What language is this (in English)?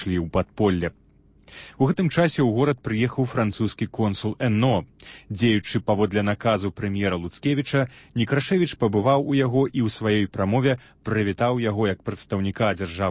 Belarusian